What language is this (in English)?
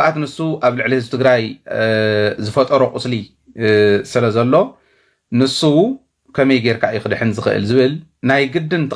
Tigrinya